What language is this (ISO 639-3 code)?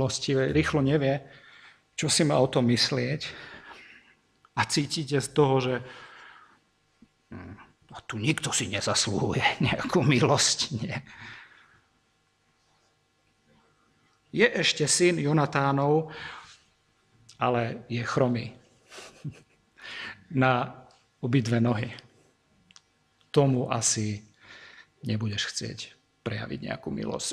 slk